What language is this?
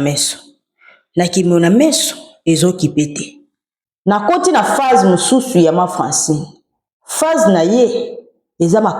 Lingala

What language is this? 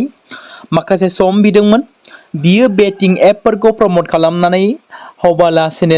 Bodo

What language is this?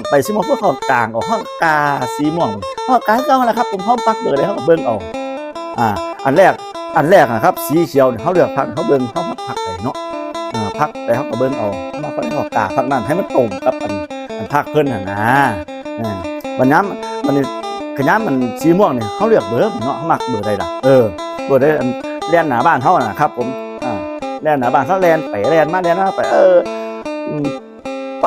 Northeastern Thai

